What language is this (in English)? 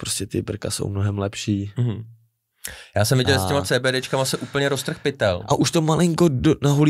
Czech